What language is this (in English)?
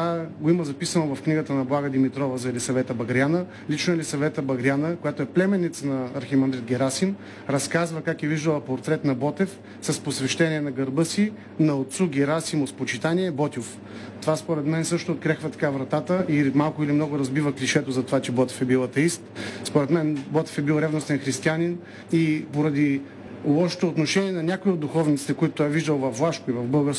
Bulgarian